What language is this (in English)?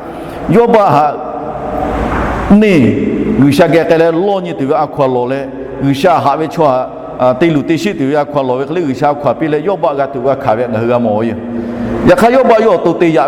Lahu